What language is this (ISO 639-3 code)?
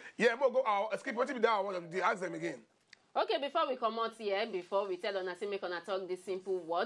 pcm